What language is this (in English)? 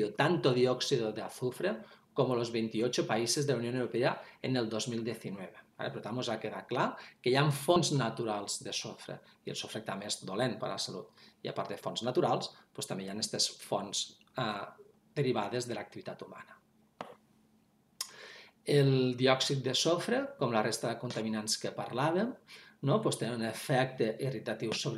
Catalan